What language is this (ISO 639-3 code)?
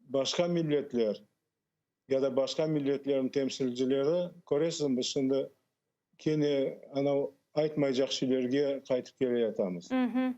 crh